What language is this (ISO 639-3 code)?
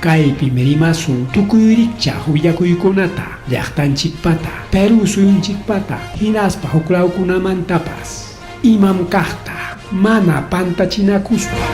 quy